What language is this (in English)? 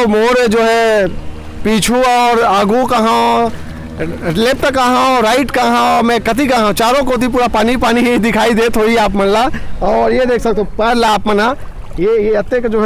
Chhattisgarhi